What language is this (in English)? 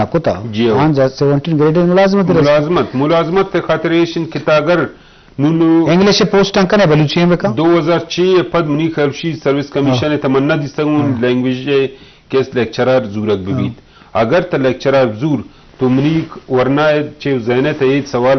Baluchi